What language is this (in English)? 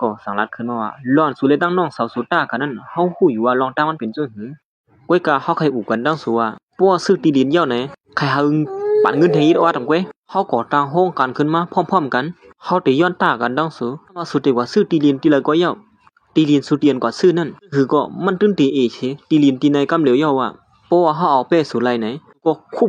Shan